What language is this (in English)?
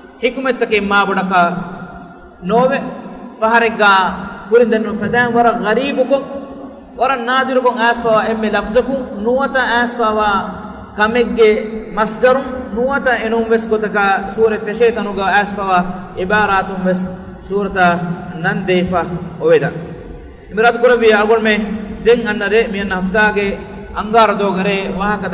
Divehi